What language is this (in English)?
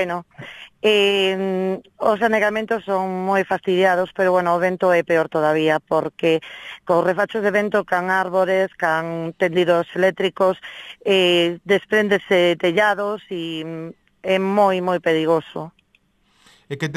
Galician